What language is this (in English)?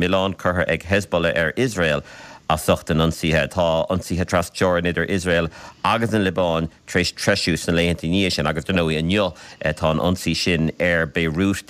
Irish